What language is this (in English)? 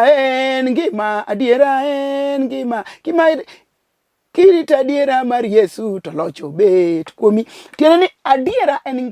Luo (Kenya and Tanzania)